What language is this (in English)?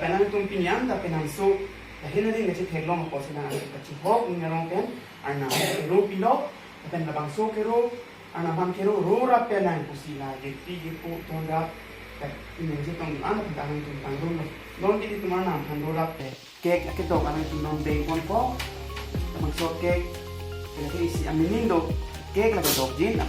Karbi